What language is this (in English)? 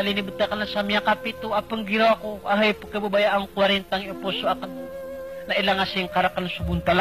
Maranao